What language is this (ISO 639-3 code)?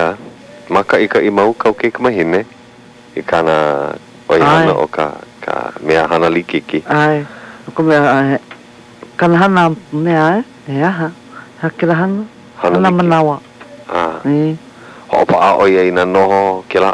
haw